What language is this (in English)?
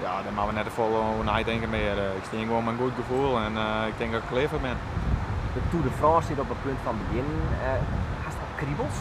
Western Frisian